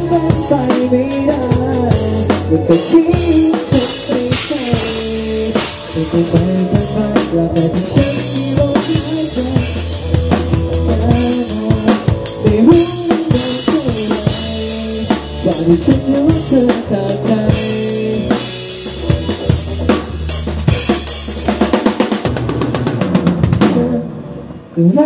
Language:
Thai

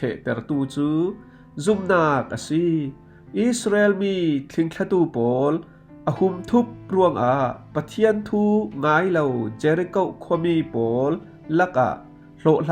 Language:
Falam Chin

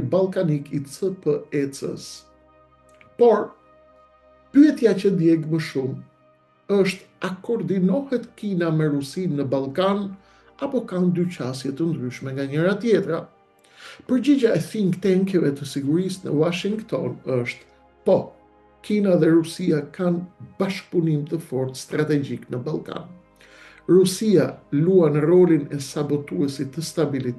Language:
Albanian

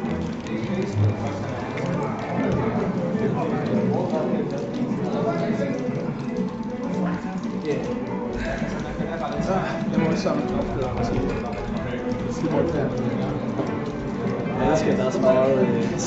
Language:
Danish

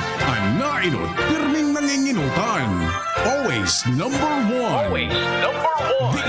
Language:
Bikol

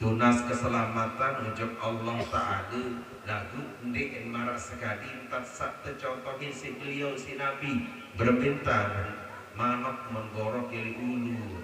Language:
Sasak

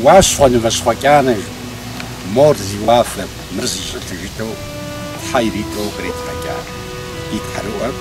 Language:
Kabardian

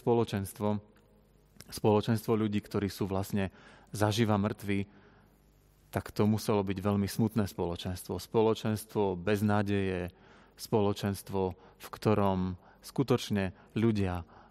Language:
Slovak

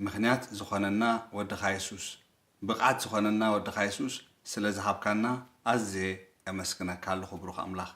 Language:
Tigrinya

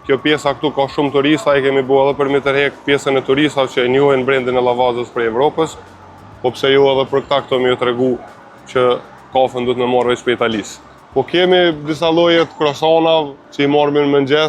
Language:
Albanian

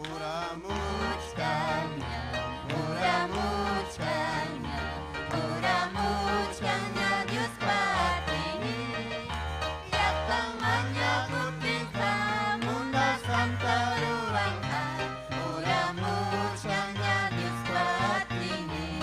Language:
Ayacucho Quechua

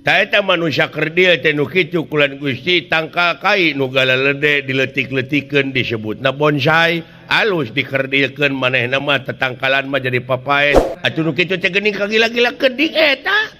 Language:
Sundanese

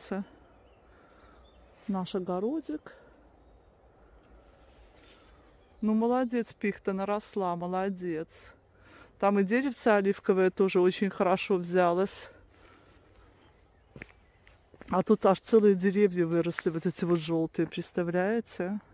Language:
Russian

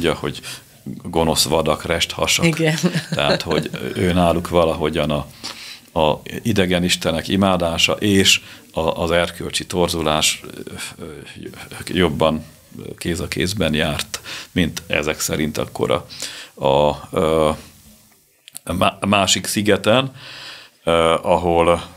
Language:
Hungarian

